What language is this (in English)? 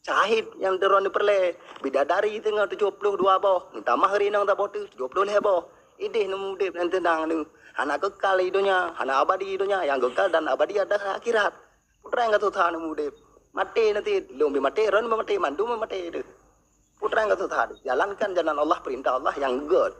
Achinese